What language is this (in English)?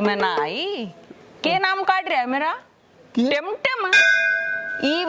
Haryanvi